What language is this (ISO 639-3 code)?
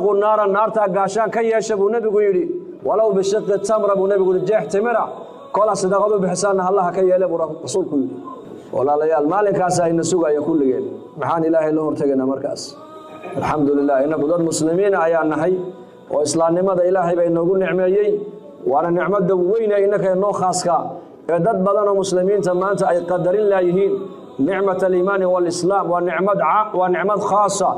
som